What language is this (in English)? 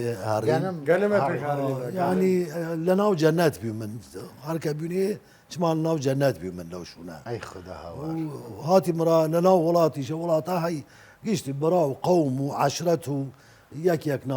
Southern Kurdish